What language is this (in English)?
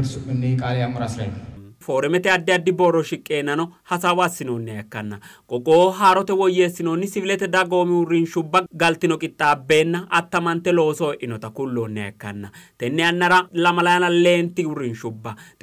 Sidamo